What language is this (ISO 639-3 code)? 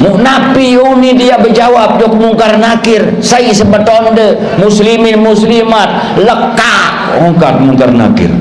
sas